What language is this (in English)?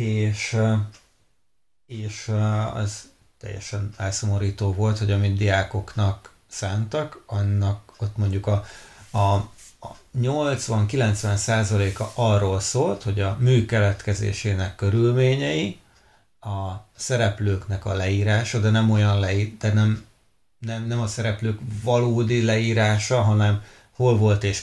Hungarian